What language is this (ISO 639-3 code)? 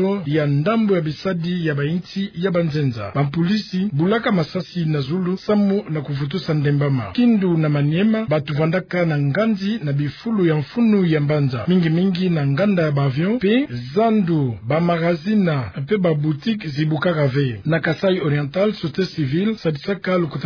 ktu